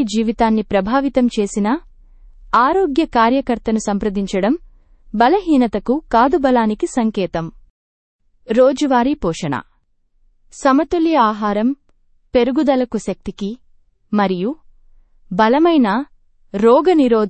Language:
Telugu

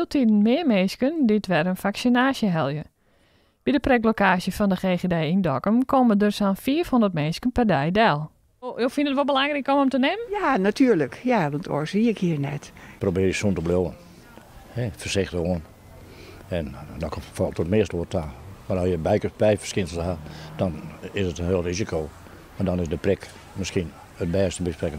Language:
Western Frisian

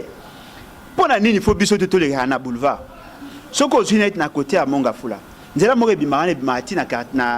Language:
Lingala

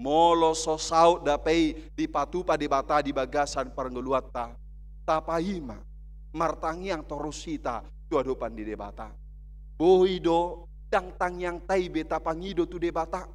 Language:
Batak Toba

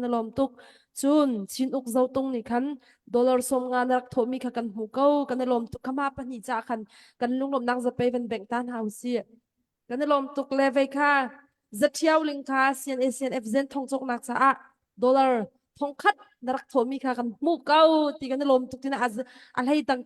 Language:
Hakha Chin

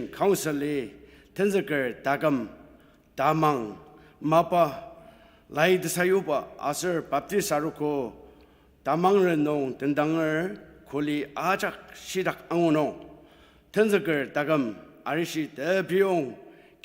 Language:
Ao Naga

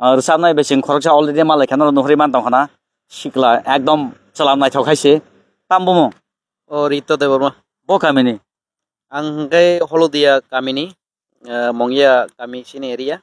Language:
Kok Borok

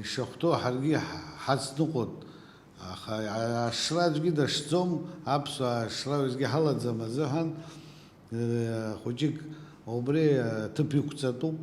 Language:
Abkhazian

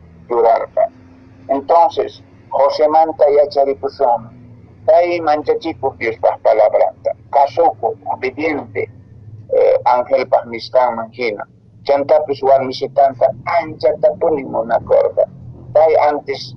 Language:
Quechua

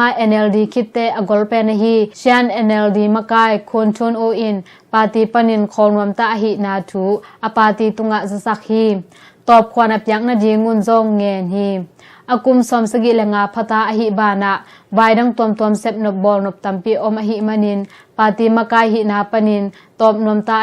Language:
Tedim Chin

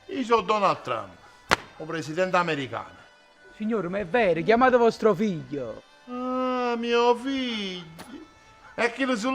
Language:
Neapolitan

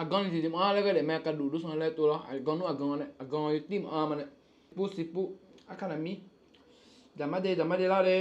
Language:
Akha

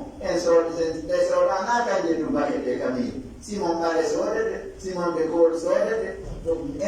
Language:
Pular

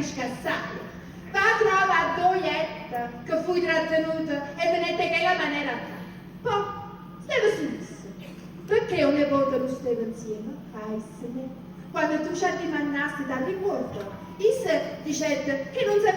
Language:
Neapolitan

